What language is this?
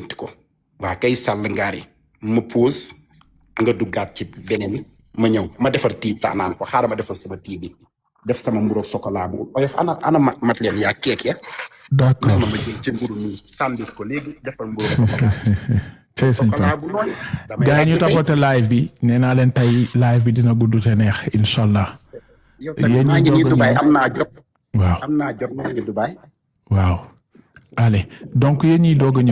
Wolof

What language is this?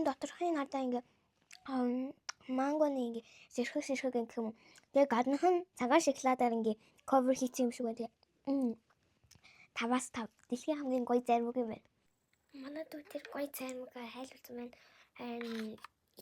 Mongolian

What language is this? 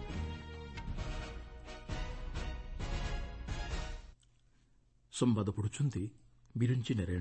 Odia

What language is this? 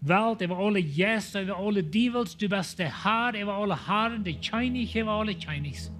Plautdietsch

